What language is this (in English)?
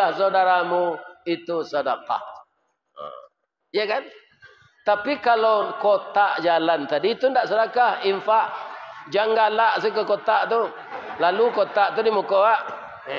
Minangkabau